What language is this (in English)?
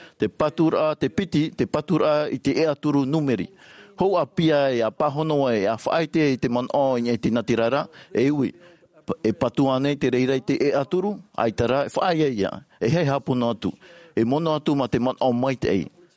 Tahitian